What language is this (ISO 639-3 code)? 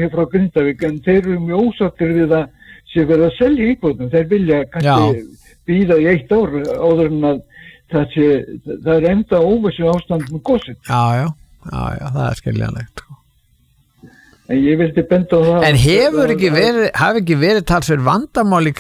isl